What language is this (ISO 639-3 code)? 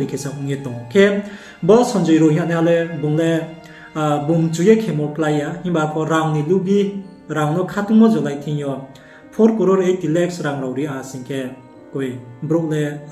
ria